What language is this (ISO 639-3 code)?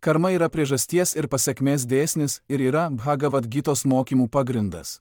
lit